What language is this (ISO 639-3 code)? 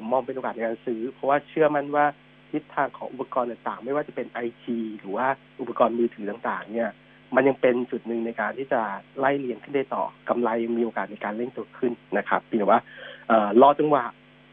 tha